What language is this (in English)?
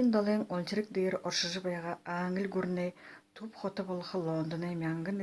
Buriat